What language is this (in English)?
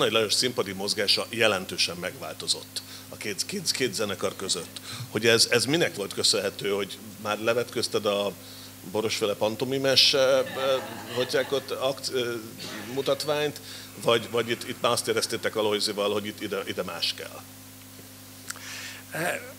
Hungarian